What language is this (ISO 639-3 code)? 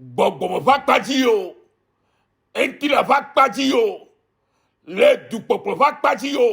ewe